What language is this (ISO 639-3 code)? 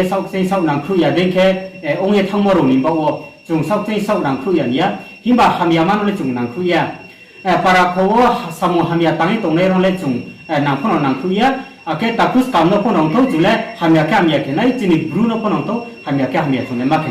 ria